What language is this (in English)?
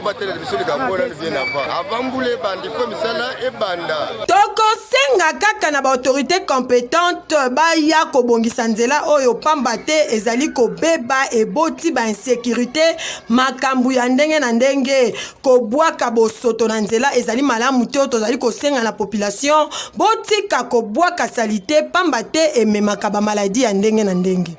Lingala